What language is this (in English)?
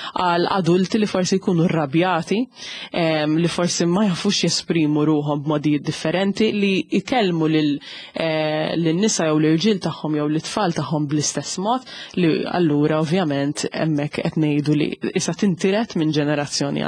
Maltese